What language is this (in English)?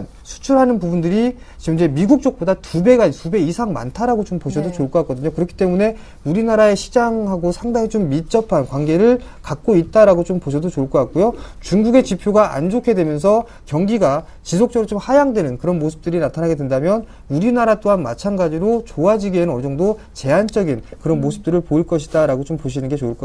Korean